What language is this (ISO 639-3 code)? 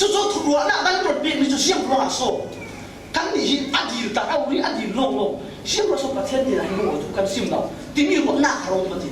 cfm